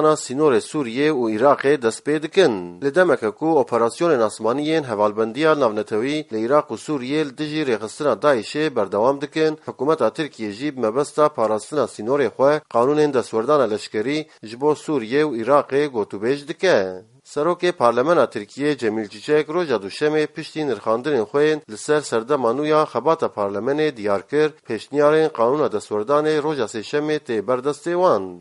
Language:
Kurdish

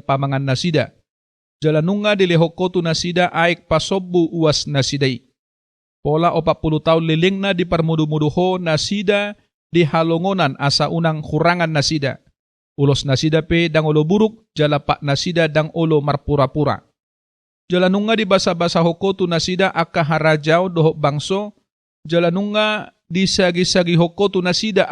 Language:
Batak Toba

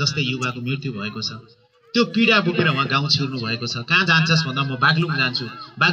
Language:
Nepali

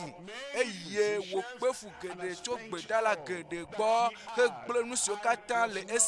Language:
Ewe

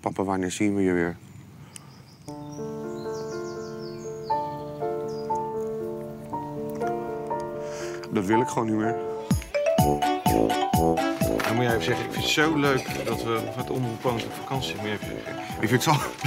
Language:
Dutch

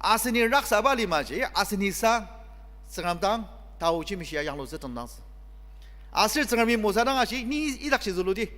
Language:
Ao Naga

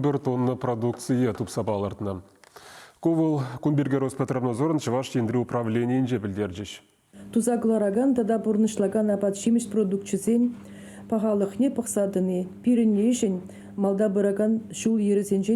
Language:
Chuvash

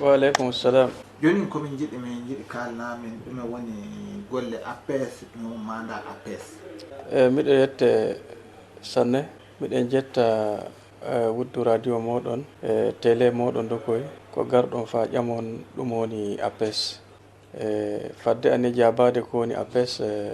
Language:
Fula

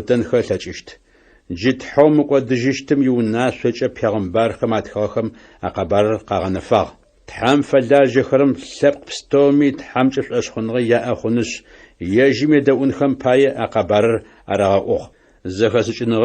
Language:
Adyghe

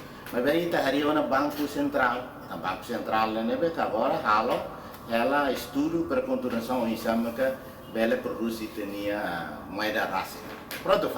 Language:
Tetum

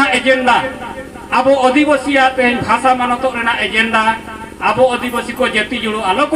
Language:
Santali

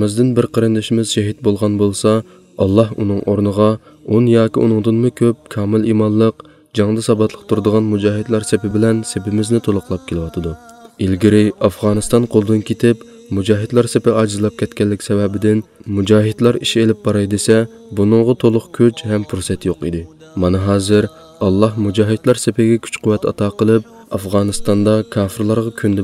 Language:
Uyghur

